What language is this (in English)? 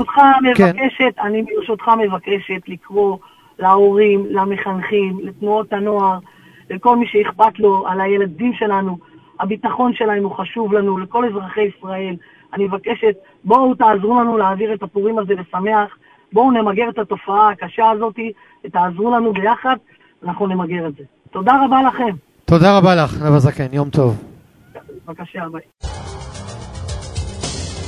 Hebrew